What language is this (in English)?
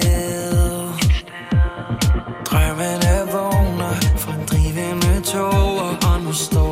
Danish